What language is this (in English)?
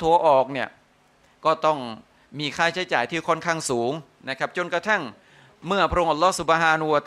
Thai